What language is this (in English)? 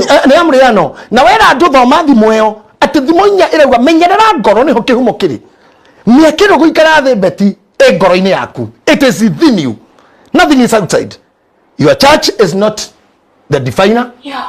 Kikuyu